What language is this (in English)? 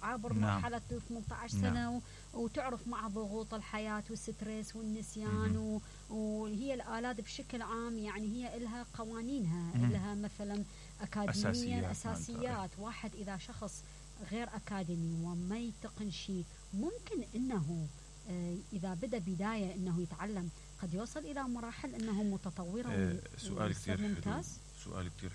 Mesopotamian Arabic